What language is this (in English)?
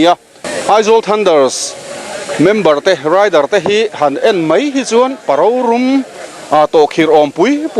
Mizo